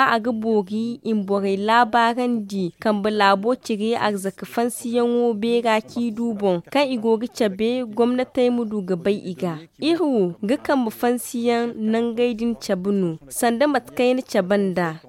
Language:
Zarma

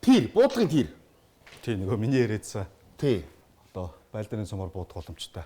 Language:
Mongolian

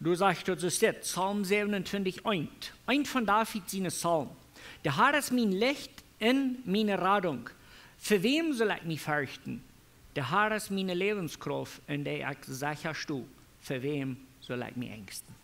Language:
Plautdietsch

